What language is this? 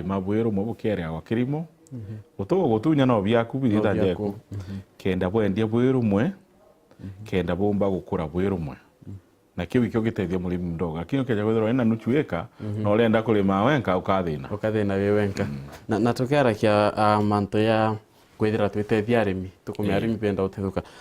Meru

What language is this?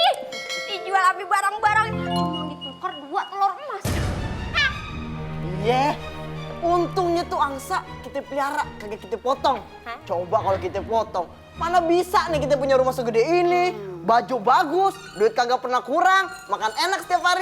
Betawi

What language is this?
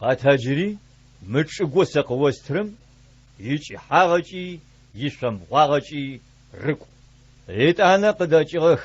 Adyghe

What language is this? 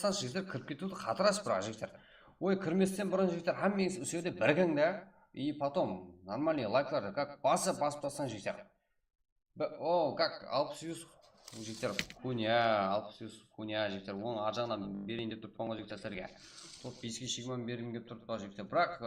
Kara-Kalpak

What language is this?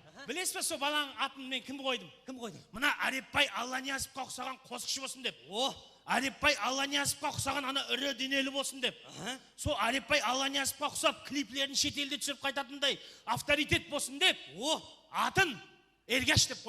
Kara-Kalpak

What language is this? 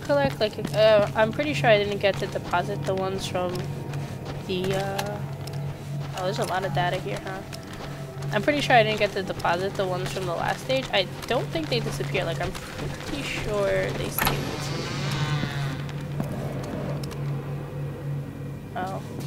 English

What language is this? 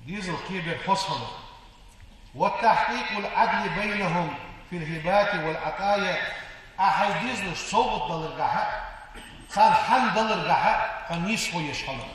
Ingush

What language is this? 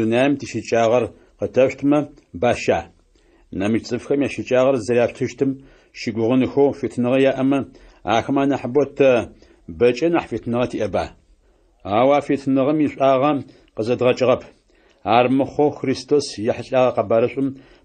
Adyghe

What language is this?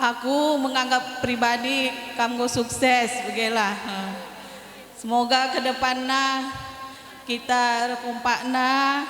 Batak Karo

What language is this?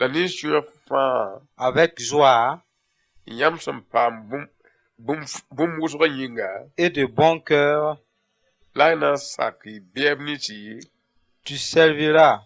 Mossi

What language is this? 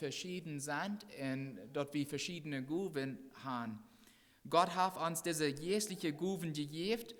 Plautdietsch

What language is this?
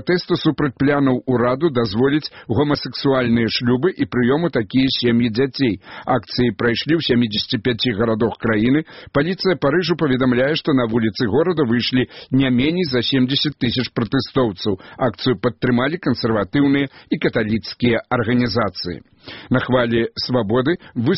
Belarusian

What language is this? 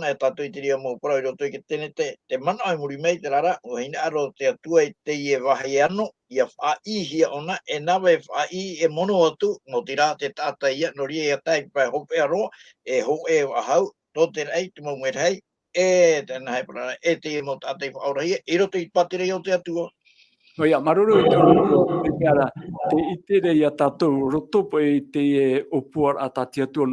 Tahitian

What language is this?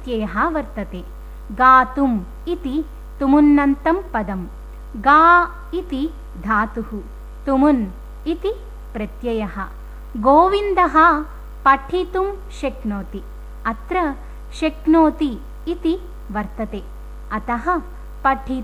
Sanskrit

